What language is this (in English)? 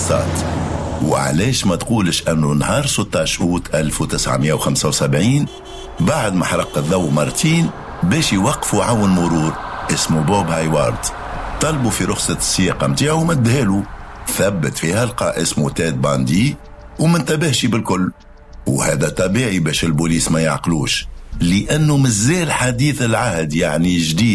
Tunisian Arabic